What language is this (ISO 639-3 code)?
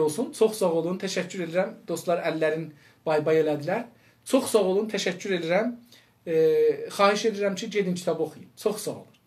azb